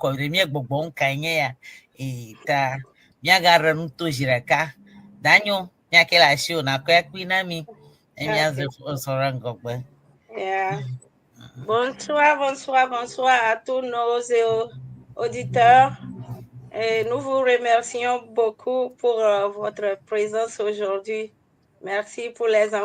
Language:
Ewe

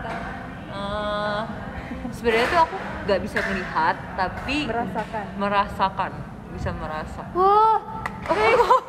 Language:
Indonesian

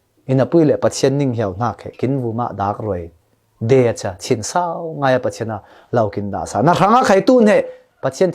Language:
Falam Chin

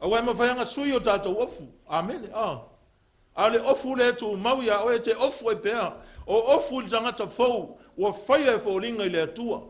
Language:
Samoan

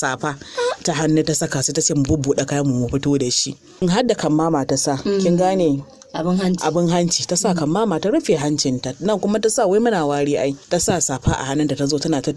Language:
Hausa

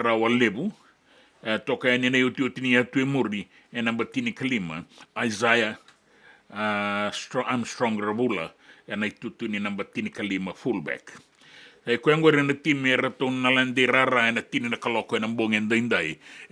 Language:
Fijian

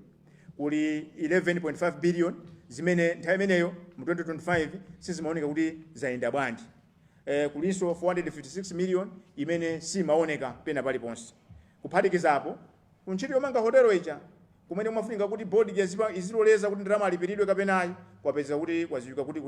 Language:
Nyanja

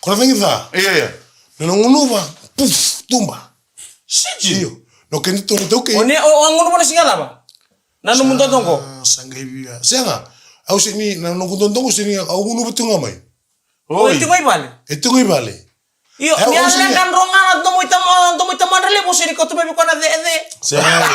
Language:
Fijian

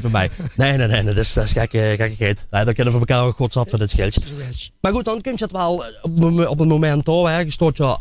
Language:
Limburgish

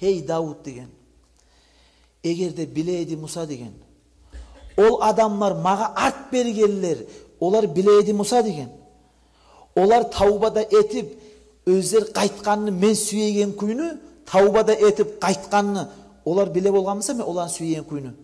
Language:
Kumyk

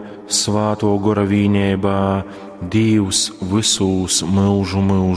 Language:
Latgalian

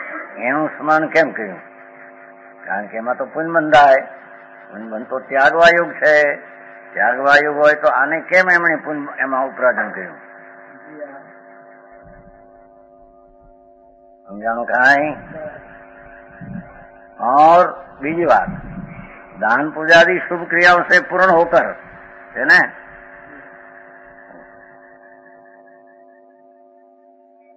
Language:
Gujarati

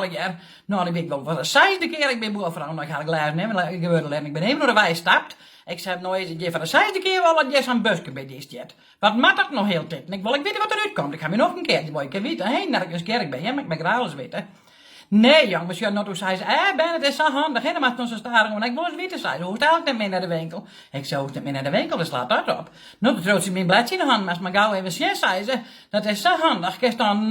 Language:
Western Frisian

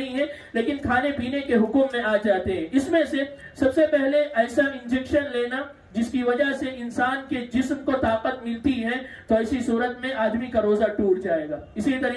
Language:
Urdu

